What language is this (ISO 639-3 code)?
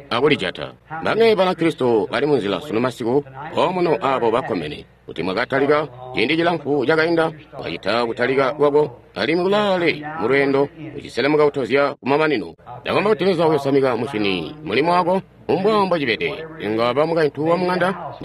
toi